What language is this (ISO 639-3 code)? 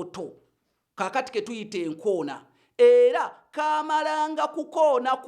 lug